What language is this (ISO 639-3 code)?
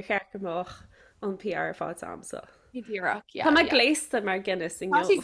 gle